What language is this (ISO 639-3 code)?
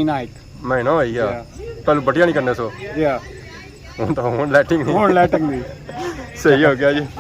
phr